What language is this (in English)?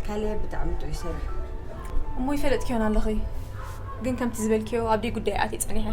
Tigrinya